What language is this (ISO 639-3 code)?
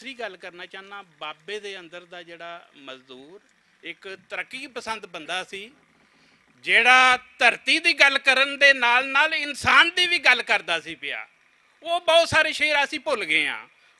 lah